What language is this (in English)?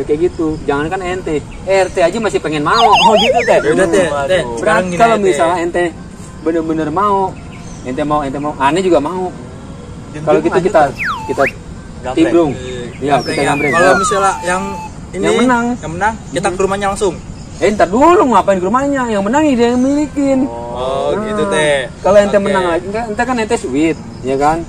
Betawi